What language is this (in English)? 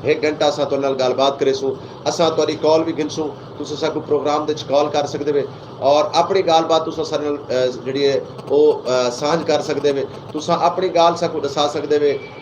Saraiki